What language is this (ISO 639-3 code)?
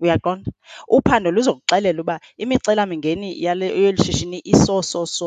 xho